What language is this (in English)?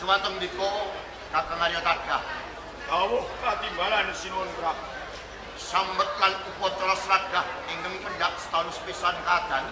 Javanese